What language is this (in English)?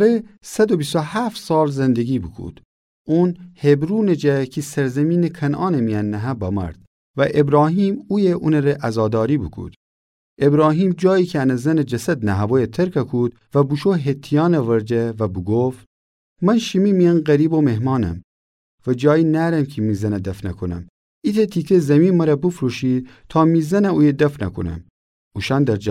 Gilaki